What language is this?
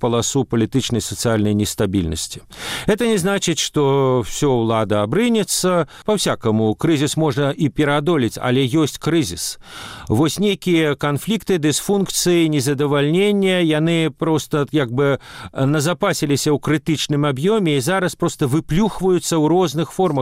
Belarusian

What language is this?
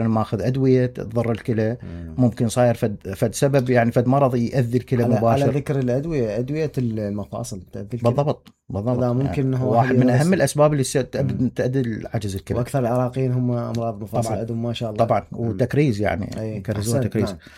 Mesopotamian Arabic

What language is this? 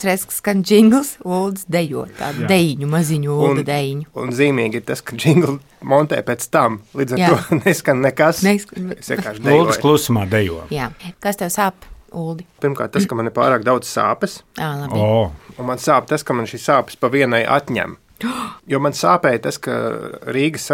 Latvian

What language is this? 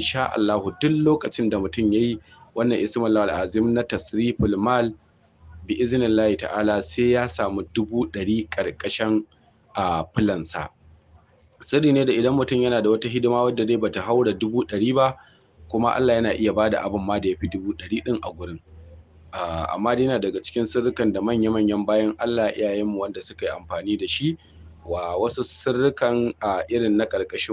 Hausa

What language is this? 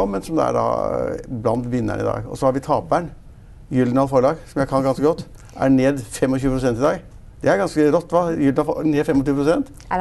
Norwegian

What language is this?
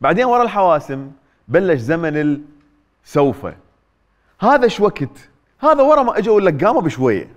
Mesopotamian Arabic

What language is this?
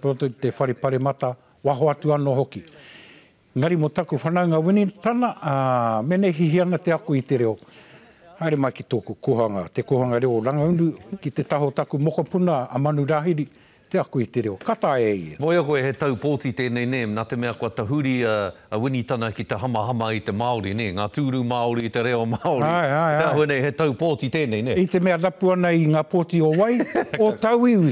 Māori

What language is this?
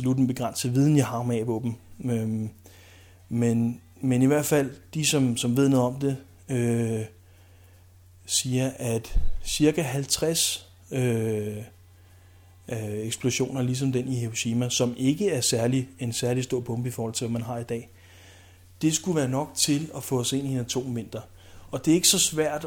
Danish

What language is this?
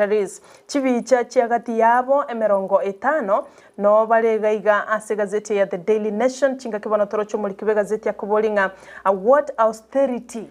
Gusii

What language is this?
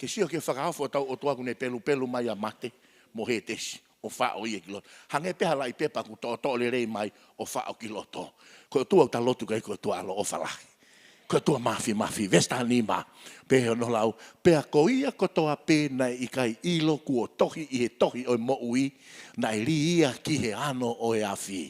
Tongan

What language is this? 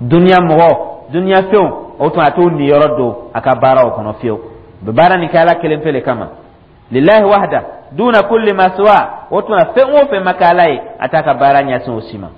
Dyula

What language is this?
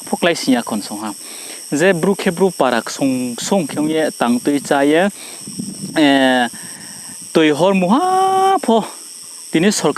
Riang (India)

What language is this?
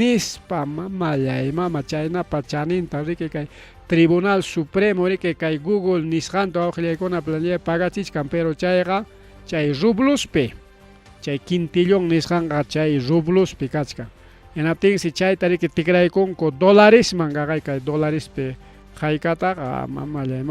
Ayacucho Quechua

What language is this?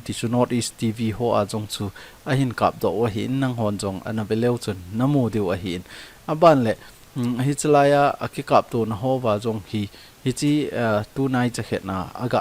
Thado Chin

